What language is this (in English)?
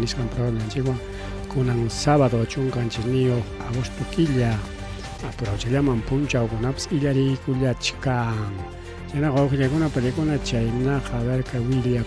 Ayacucho Quechua